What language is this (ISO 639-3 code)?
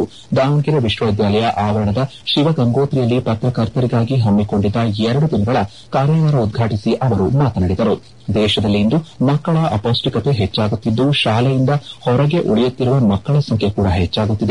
kan